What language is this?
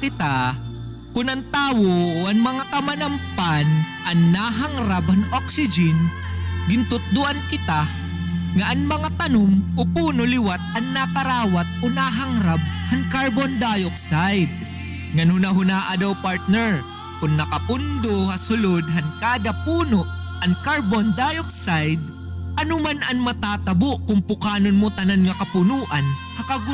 Waray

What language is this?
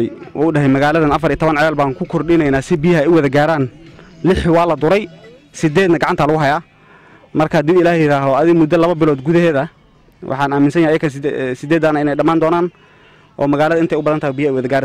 Somali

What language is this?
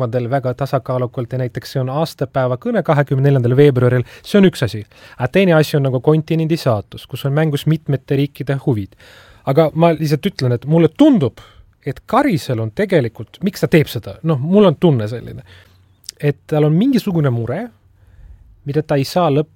Estonian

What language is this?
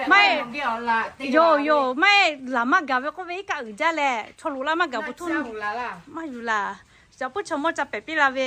Lahu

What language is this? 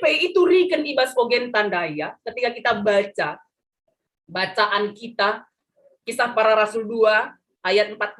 Batak Karo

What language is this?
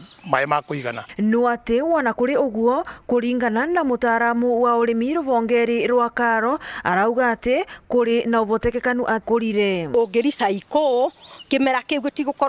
Meru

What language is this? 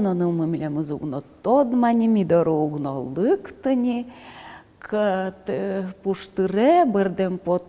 Udmurt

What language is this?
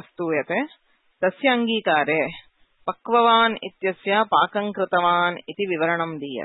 Sanskrit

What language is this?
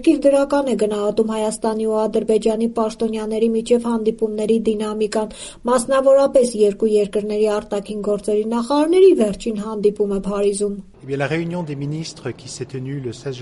Armenian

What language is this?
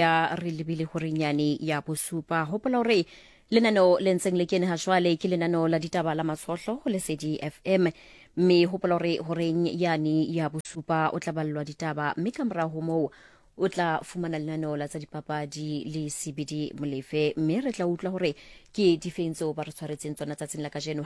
Southern Sotho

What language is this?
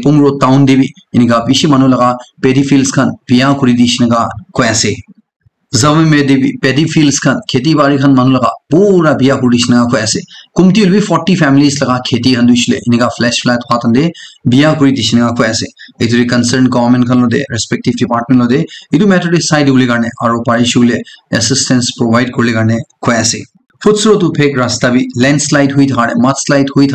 Naga Pidgin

